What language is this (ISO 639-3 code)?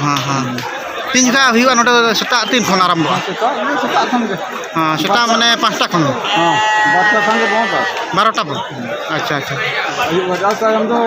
sat